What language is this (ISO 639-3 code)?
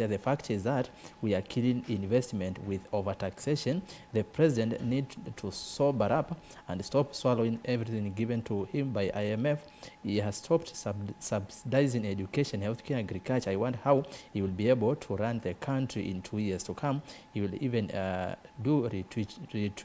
kam